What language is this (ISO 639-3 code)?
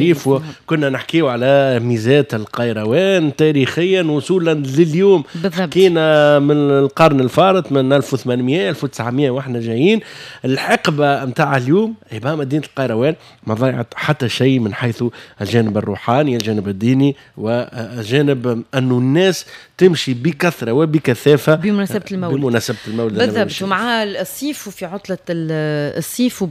aeb